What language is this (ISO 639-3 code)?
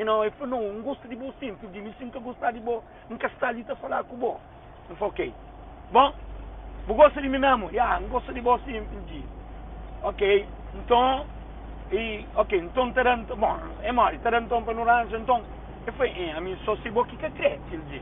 kea